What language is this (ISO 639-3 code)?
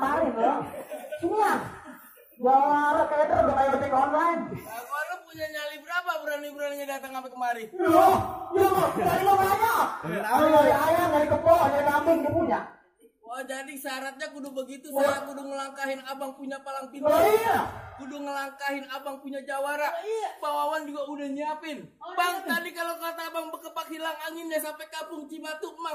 bew